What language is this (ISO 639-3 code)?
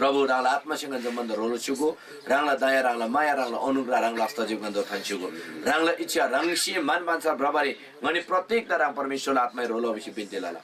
taj